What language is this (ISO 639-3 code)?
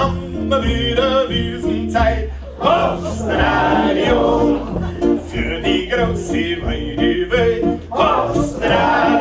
bar